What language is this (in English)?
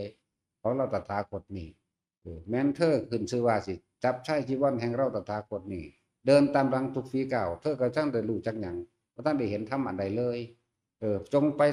Northeastern Thai